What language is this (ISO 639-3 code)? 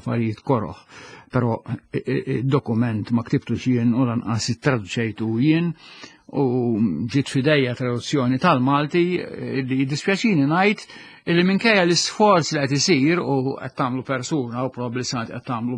mlt